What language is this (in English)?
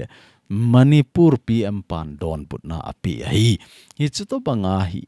Thado Chin